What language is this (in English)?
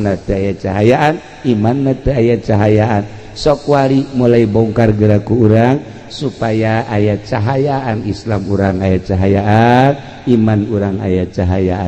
Sundanese